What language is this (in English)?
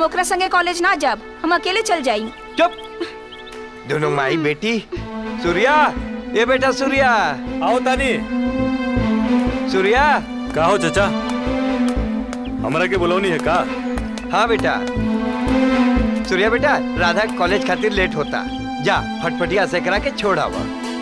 Bhojpuri